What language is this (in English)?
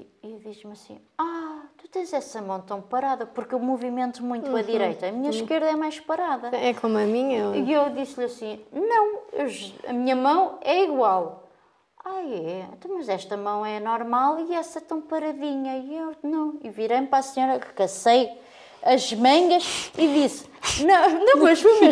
Portuguese